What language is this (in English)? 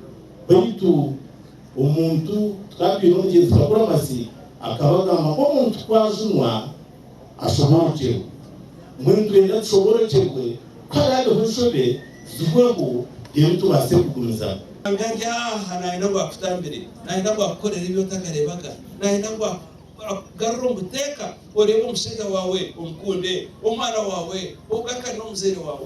Nyankole